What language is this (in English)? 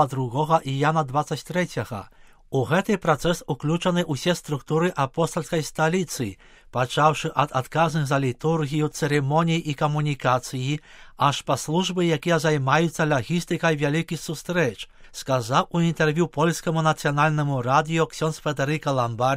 Belarusian